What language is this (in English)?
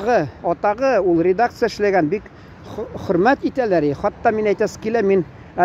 Tatar